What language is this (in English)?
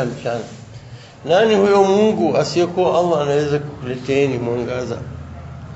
Swahili